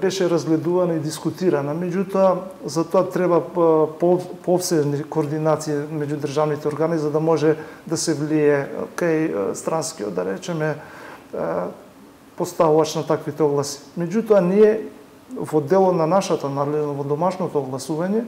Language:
Macedonian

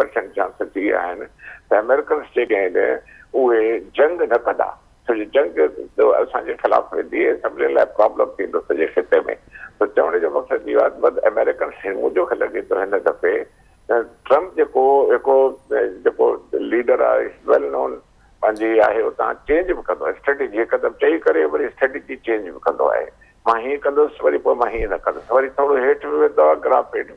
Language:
Sindhi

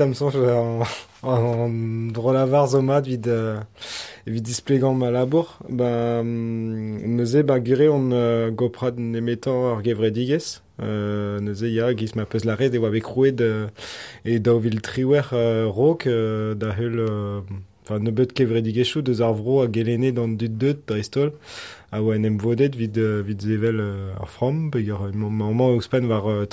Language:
Breton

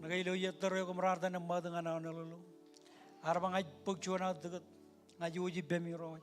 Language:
Marshallese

